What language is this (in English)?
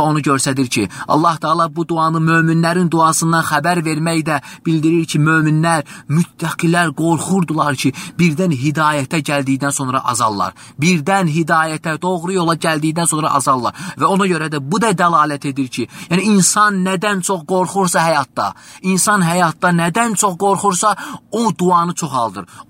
Azerbaijani